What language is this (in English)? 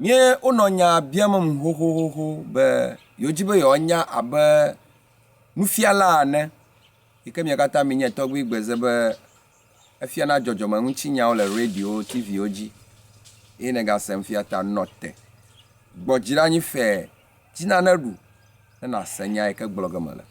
Ewe